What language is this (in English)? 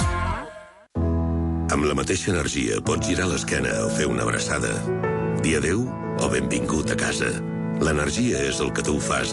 Catalan